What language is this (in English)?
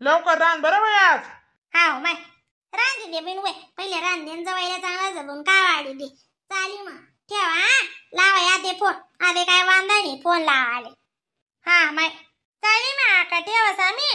Khandesi